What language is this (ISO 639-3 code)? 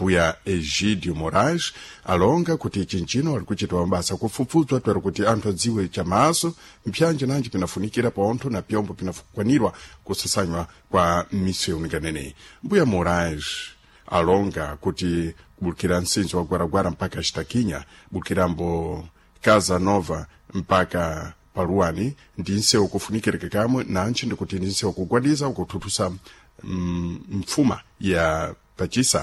seh